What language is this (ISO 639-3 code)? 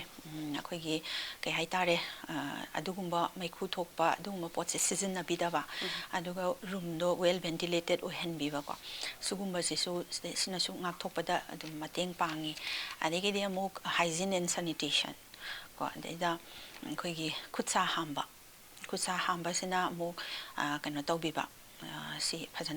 mni